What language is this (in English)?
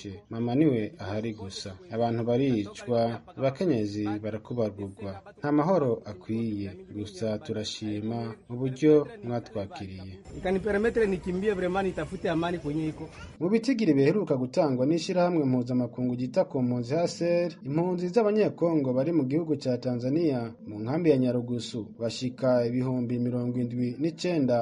Rundi